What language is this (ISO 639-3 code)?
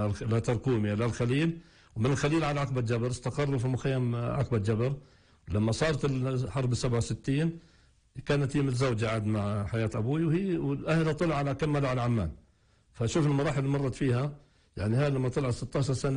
apc